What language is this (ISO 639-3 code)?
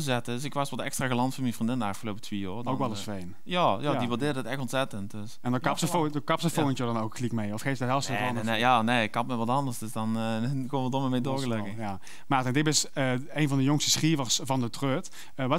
lim